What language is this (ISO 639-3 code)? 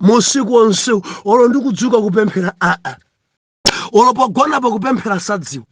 nya